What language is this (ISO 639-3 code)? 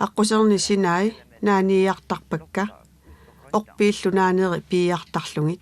kal